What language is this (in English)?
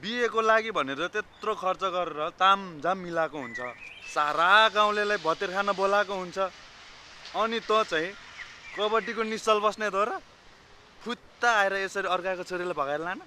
Nepali